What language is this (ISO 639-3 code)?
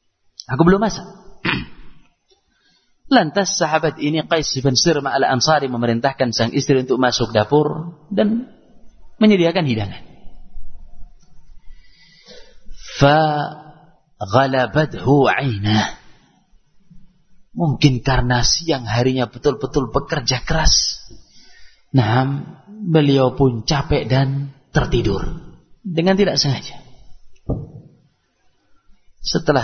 ind